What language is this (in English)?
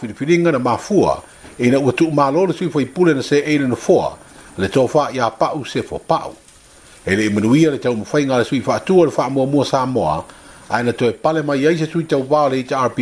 Samoan